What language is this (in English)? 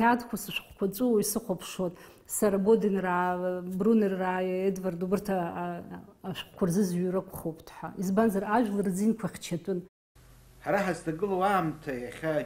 Abkhazian